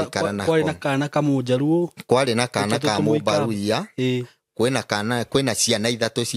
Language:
Kikuyu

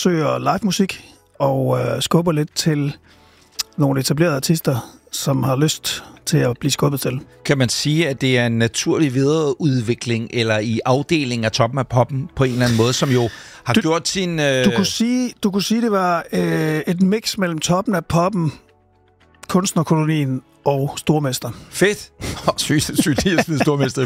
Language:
Danish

